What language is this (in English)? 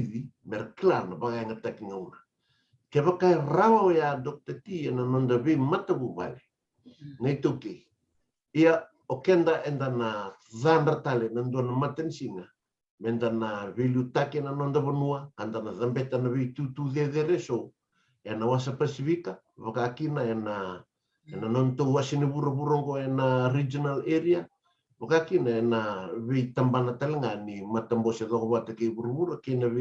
Fijian